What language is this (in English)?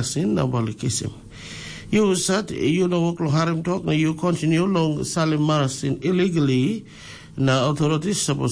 Tok Pisin